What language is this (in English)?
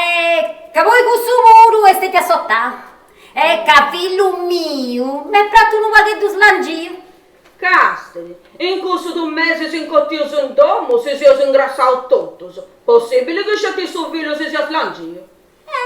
Sardinian